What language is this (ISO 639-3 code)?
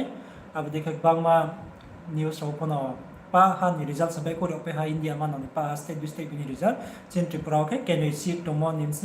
ria